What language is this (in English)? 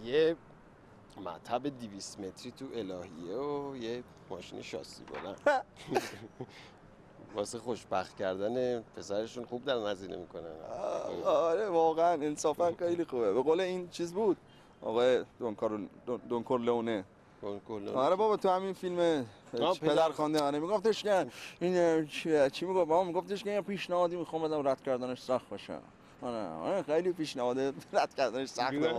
Persian